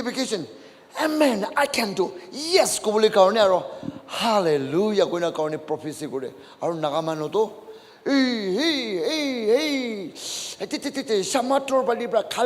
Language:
Naga Pidgin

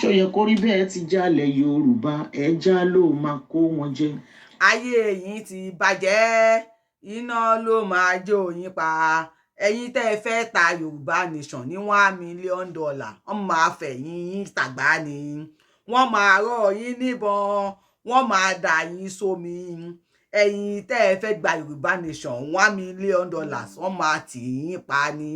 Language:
Yoruba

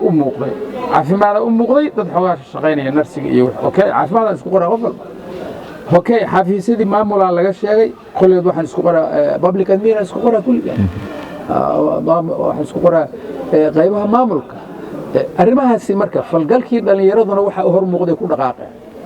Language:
Somali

